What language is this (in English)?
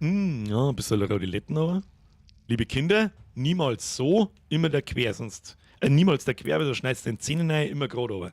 Bavarian